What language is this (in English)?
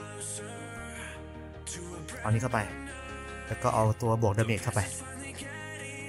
Thai